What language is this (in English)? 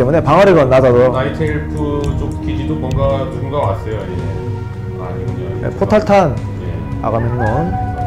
Korean